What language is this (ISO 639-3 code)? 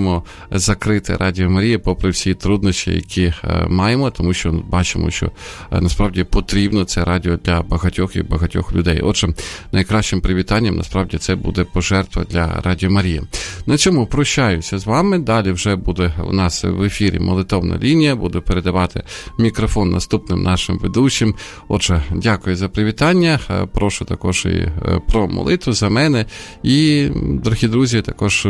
ukr